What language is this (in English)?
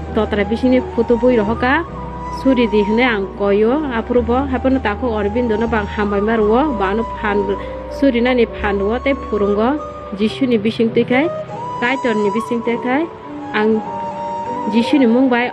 Riang (India)